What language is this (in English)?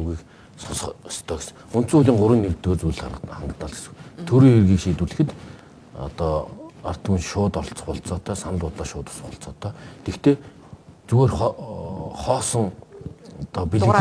Mongolian